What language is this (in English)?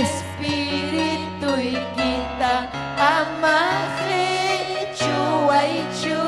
Ayacucho Quechua